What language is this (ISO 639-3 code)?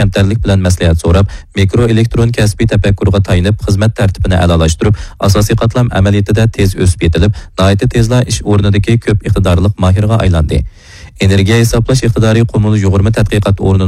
uig